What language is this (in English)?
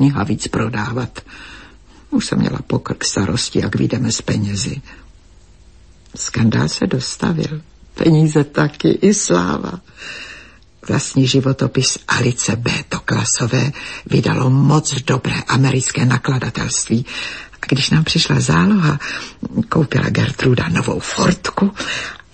Czech